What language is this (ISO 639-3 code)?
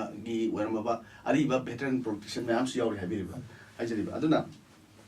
mni